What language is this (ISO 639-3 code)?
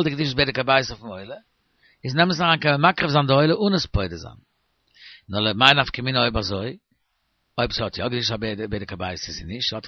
yid